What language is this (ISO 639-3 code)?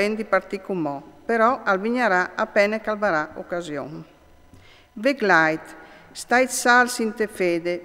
fur